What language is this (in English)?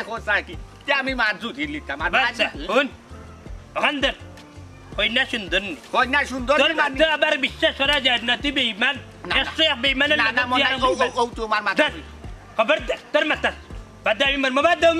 Sylheti